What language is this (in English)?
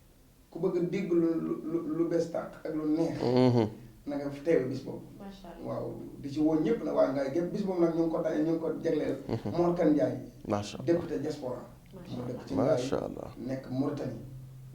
Wolof